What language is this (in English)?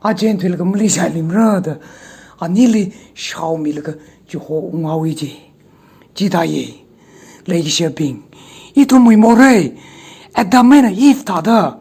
Tangkhul Naga (India)